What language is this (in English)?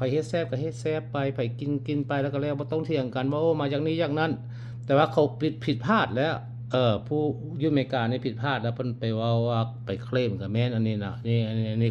Lao